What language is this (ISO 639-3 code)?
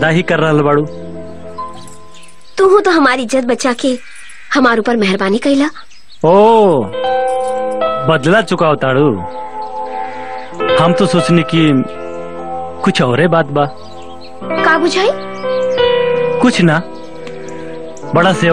bho